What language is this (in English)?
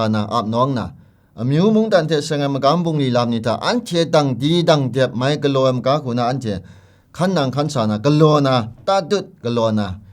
Kachin